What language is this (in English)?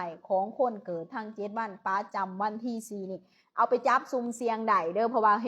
Lao